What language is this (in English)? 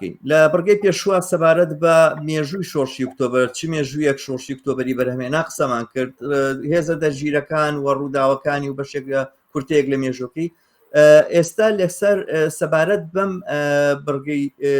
Central Kurdish